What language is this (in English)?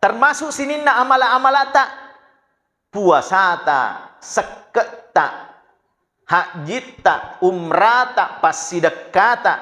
Buginese